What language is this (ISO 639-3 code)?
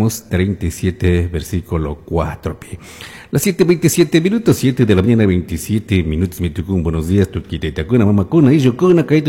qug